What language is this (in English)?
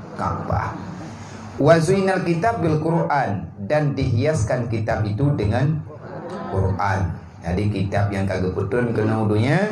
Achinese